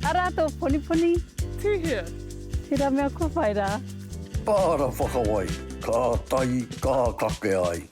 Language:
Māori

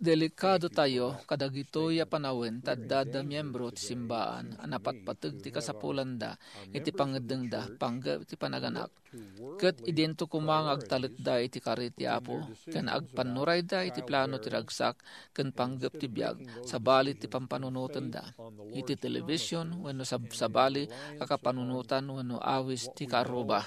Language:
Iloko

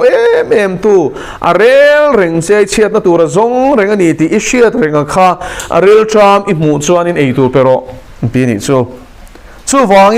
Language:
Mizo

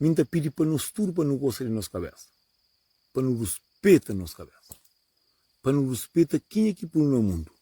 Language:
Kabuverdianu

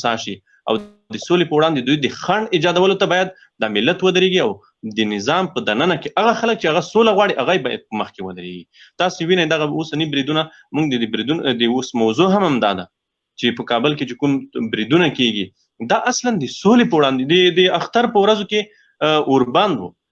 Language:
Pashto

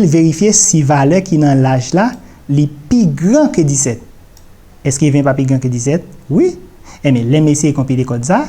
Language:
Haitian Creole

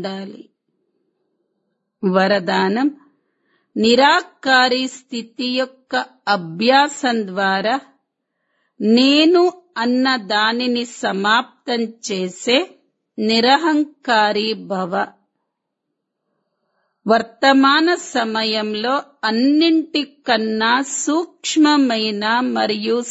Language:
Telugu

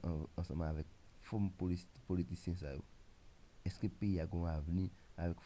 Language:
Haitian Creole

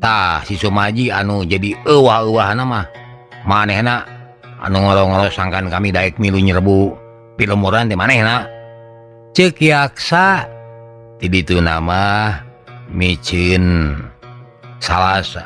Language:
Sundanese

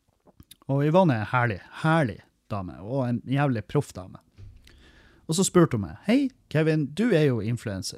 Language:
Norwegian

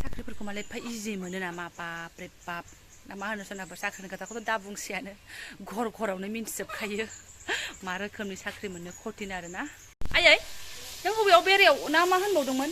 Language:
Bodo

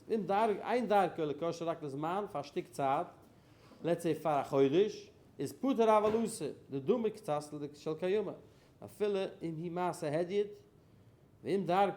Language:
Yiddish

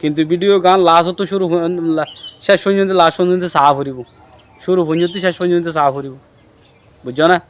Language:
Rohingya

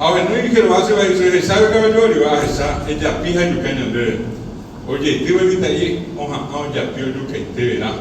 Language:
Guarani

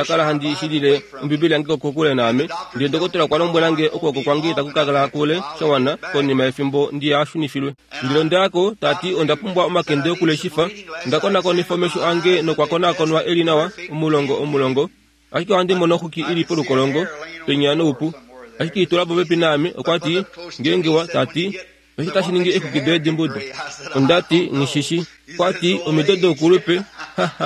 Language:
Kuanyama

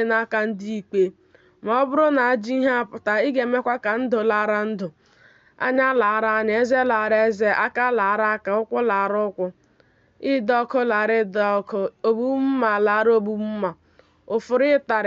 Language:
Igbo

